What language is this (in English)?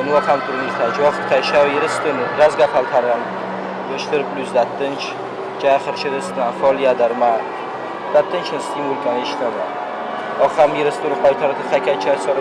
Ossetic